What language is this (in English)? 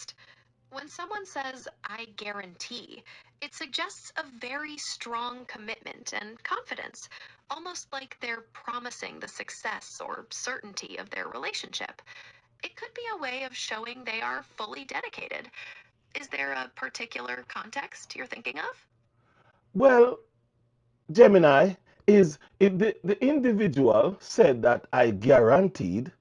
Jamaican Creole English